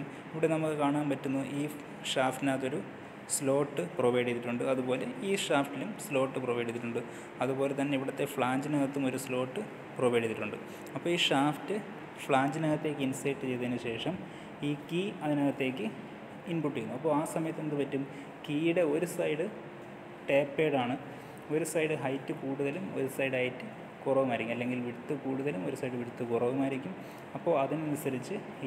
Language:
Malayalam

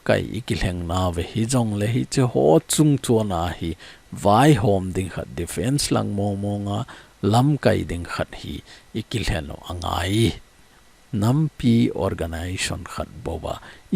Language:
Thado Chin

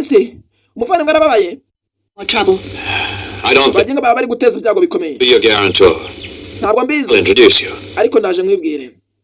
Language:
Kinyarwanda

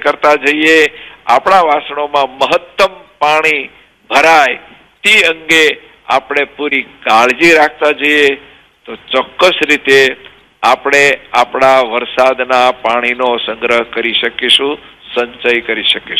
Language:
Gujarati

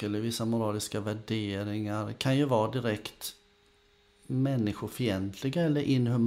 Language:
Swedish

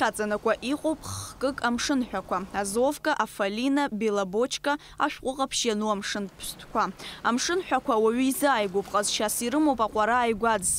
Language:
Abkhazian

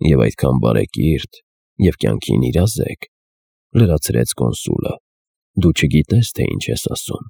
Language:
Armenian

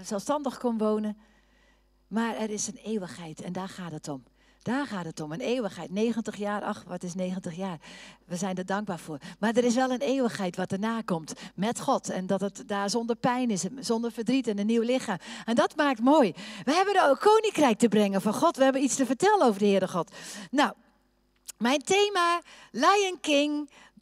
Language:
Dutch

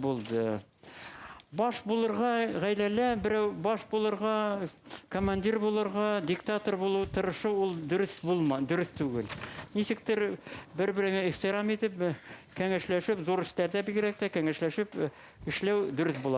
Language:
Bashkir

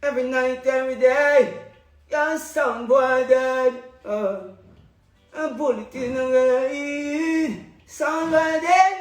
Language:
Jamaican Creole English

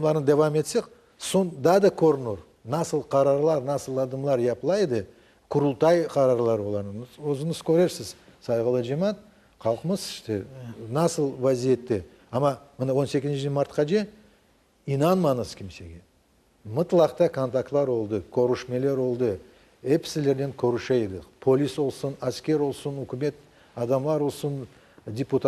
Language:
Crimean Tatar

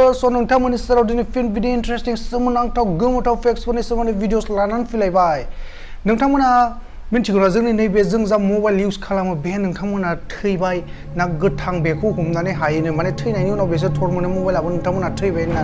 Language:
Bodo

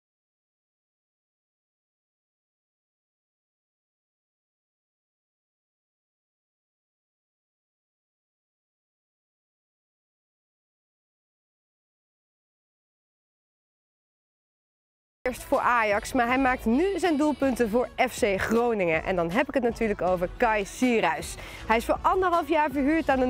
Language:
Dutch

